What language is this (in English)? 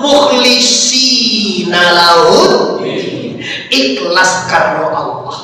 Minangkabau